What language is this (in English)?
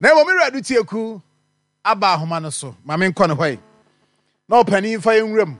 Akan